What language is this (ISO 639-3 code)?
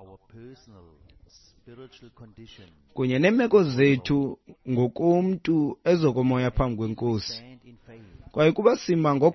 xho